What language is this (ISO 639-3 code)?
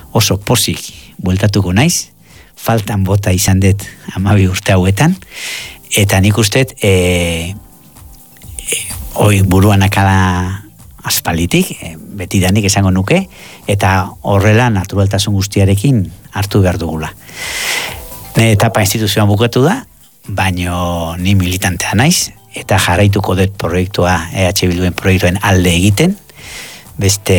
eus